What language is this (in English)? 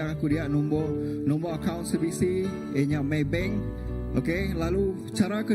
Iban